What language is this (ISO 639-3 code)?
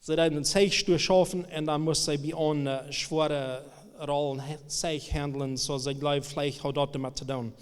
pdt